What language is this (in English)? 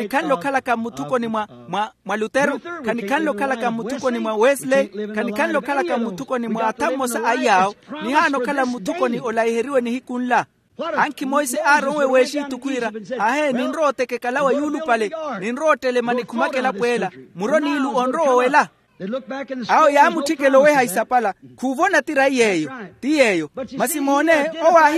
Makhuwa